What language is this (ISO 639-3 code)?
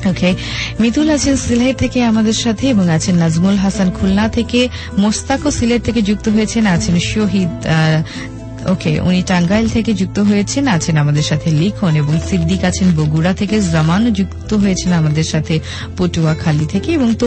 ben